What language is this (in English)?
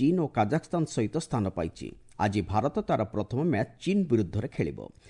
Odia